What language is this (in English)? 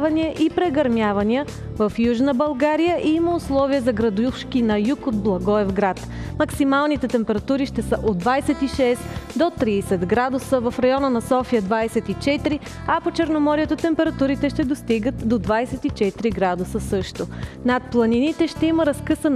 Bulgarian